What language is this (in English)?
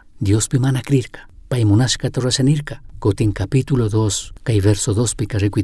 Chimborazo Highland Quichua